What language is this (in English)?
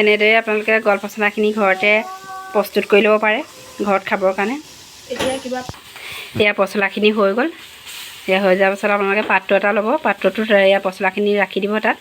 Assamese